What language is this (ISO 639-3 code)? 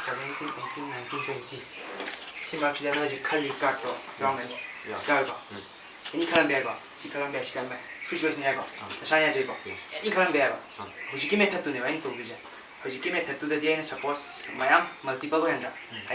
mni